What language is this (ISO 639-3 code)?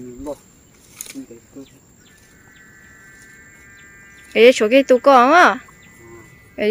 vie